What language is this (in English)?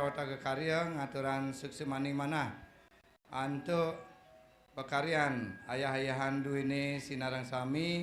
Balinese